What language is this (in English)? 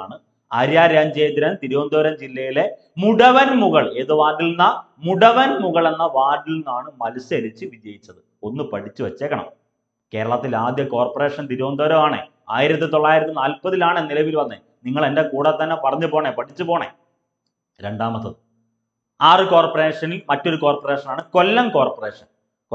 Malayalam